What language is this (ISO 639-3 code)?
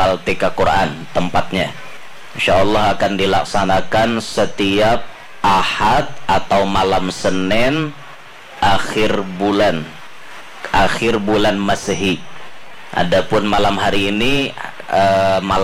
bjn